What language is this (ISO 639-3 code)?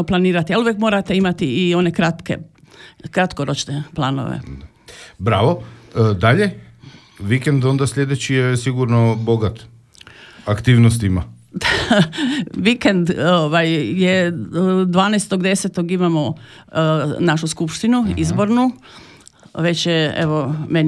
hrv